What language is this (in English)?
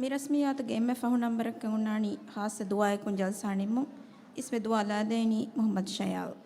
Divehi